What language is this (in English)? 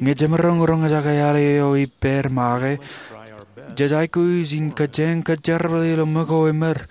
Marshallese